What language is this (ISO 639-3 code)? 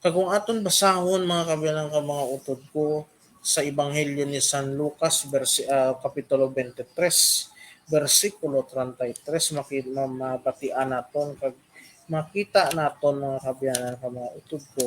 hil